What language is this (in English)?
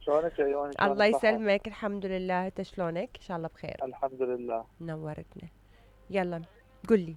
Mesopotamian Arabic